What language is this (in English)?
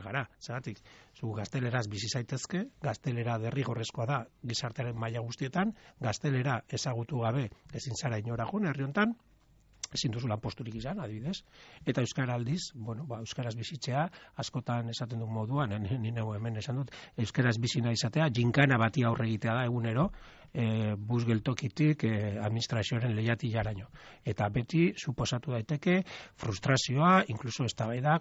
Basque